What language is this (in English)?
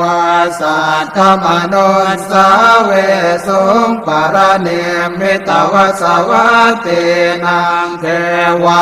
Pali